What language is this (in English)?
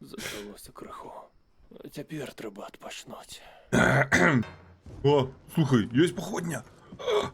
Belarusian